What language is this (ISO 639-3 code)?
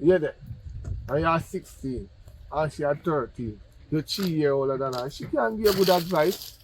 jam